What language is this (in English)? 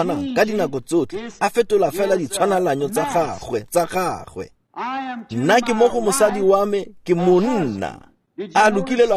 Tswana